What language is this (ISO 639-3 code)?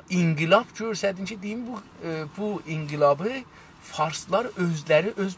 azb